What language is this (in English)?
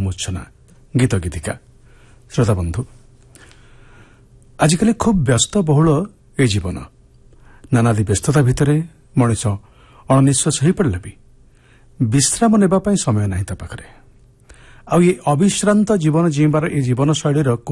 Odia